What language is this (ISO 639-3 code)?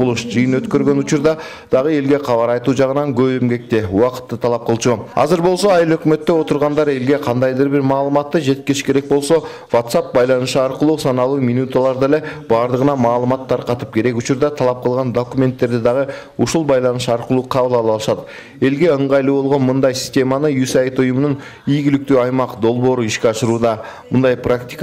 kir